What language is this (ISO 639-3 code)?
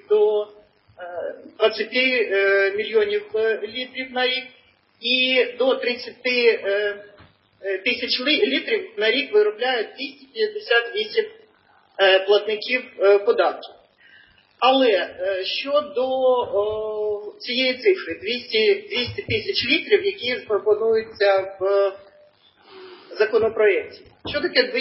ukr